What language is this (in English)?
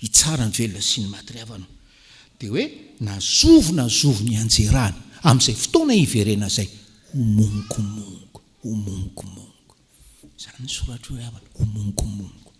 Malagasy